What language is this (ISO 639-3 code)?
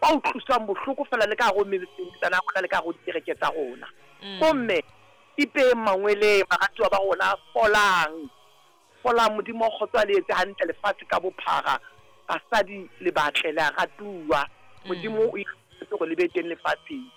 sot